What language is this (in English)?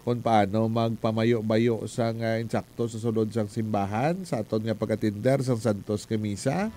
Hiligaynon